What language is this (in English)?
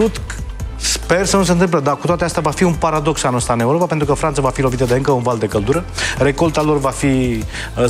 Romanian